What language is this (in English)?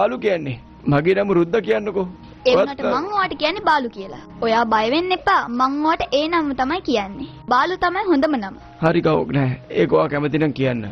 Sinhala